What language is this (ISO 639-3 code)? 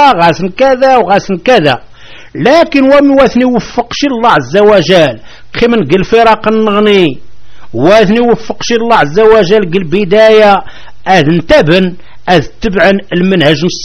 kab